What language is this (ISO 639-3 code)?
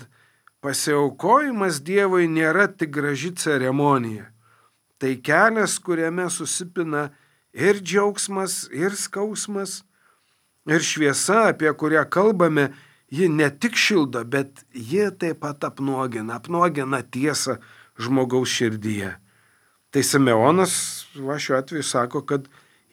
lit